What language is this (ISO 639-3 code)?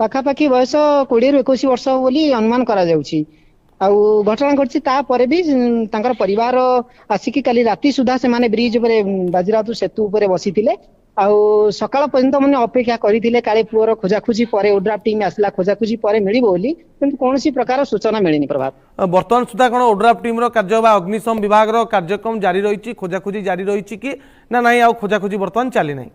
ori